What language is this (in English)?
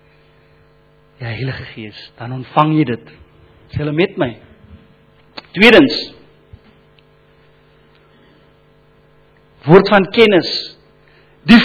Afrikaans